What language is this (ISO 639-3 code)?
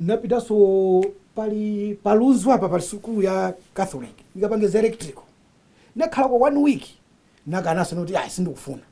nya